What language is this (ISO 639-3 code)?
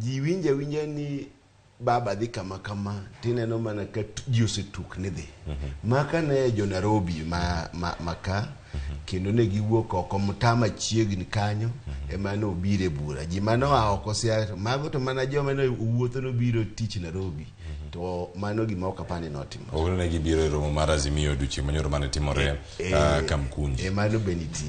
luo